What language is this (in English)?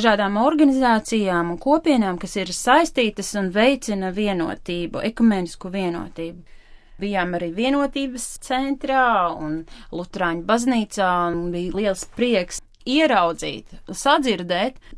Latvian